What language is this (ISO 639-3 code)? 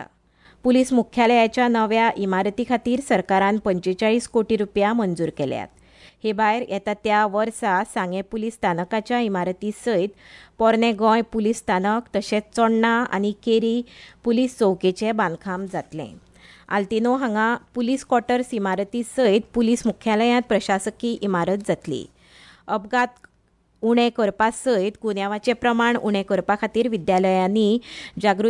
kok